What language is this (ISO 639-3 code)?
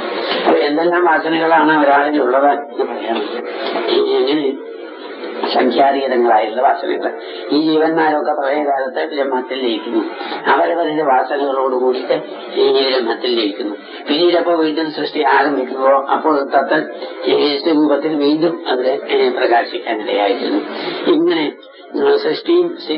mal